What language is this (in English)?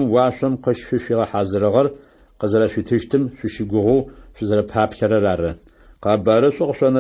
Adyghe